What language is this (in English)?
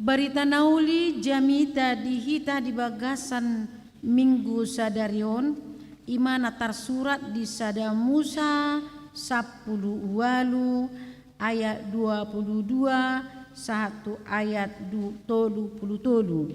Batak Toba